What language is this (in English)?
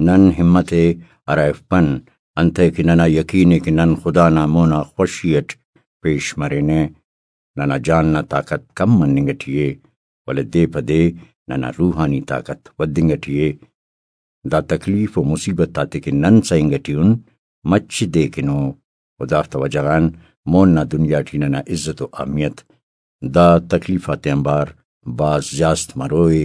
Brahui